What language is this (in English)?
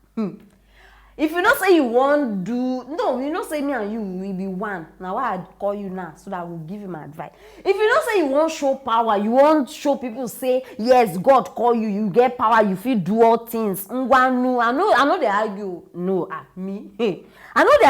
Nigerian Pidgin